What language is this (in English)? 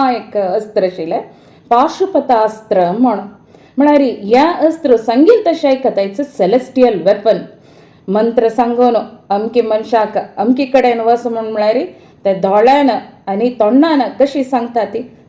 Konkani